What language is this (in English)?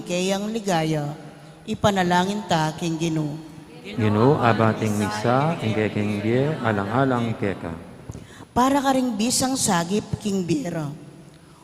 Pampanga